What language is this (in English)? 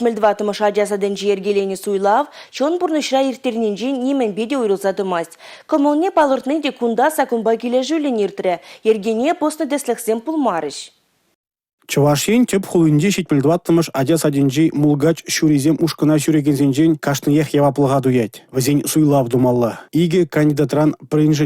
Chuvash